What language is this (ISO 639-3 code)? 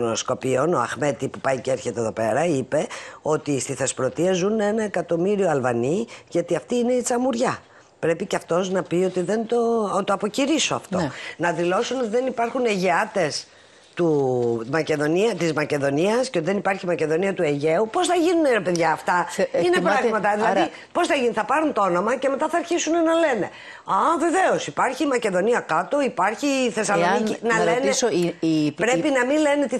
ell